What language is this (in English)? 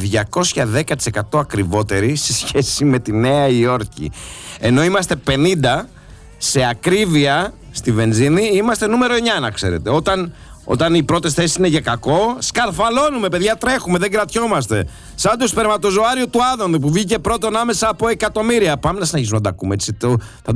Greek